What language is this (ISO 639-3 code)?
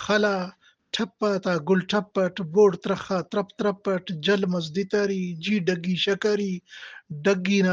brh